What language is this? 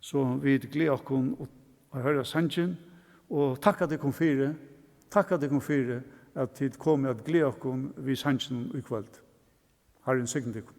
Faroese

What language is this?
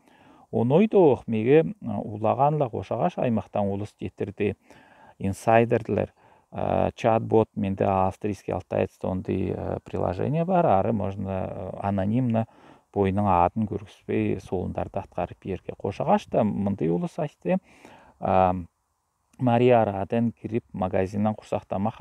Southern Altai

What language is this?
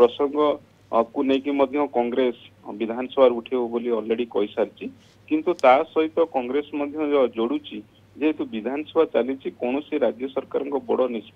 Odia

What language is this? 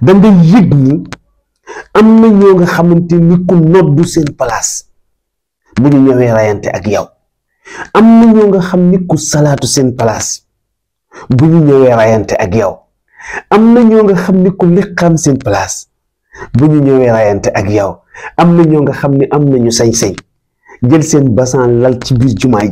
Wolof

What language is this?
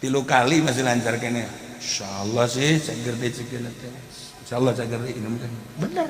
Sundanese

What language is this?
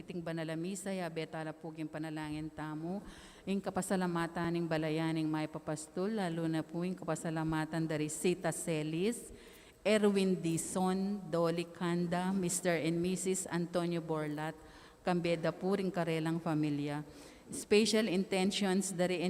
Pampanga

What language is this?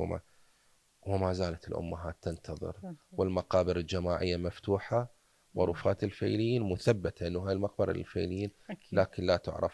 Mesopotamian Arabic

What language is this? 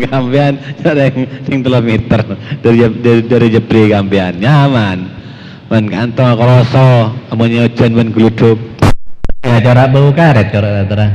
Madurese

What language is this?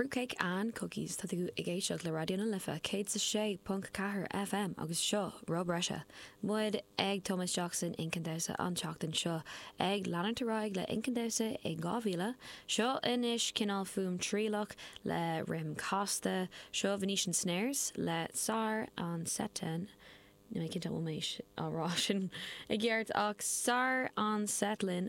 Irish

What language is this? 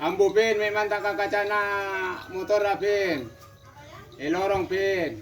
Madurese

